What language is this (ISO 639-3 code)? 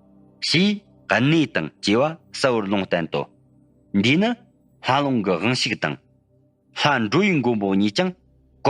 bod